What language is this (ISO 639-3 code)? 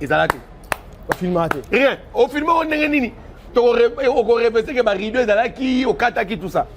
lin